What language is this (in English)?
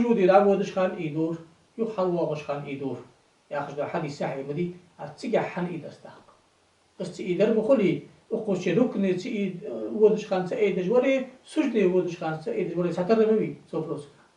Ingush